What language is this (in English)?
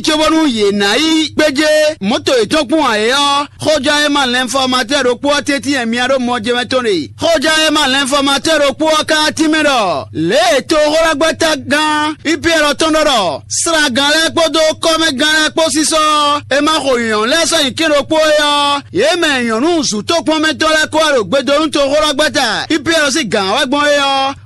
Fon